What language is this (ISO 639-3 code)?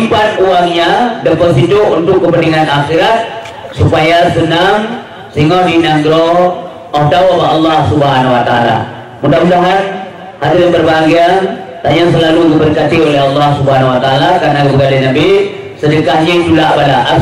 ace